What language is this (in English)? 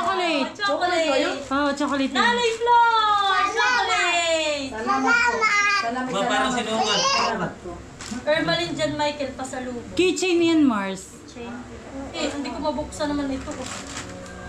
Filipino